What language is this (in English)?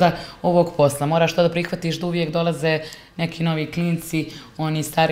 Bosnian